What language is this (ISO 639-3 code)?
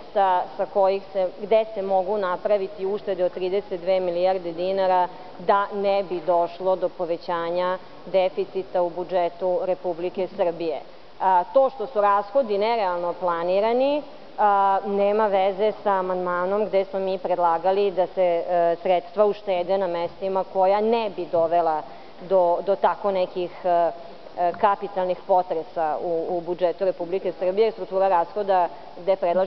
srp